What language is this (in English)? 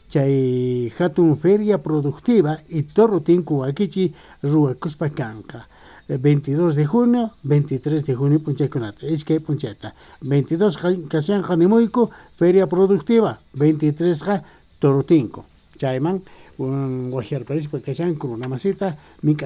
South Bolivian Quechua